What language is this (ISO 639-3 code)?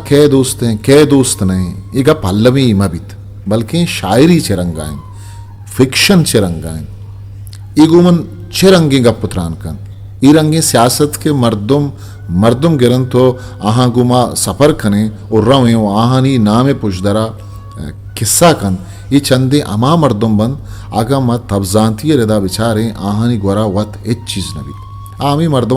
bgp